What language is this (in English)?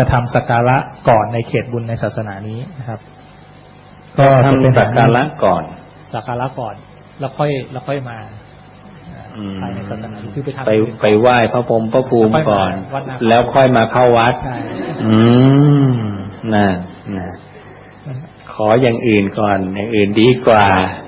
Thai